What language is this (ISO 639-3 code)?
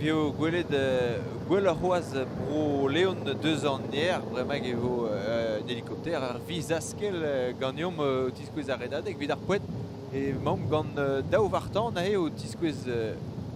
bre